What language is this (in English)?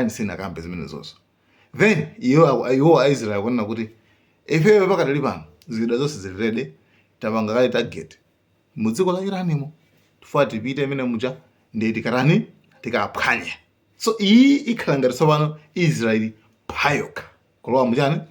Nyanja